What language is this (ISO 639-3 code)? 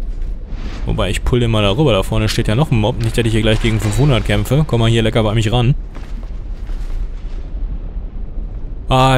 deu